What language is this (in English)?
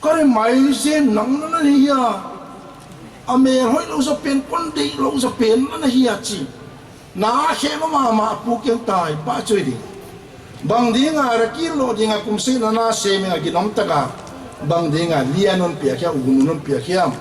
Paite Chin